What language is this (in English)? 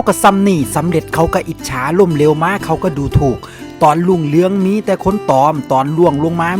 Northeastern Thai